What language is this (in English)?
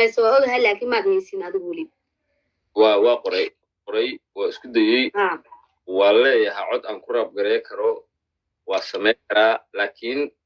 Somali